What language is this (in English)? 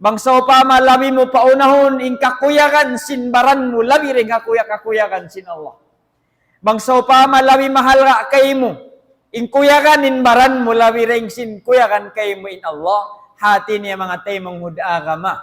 Tausug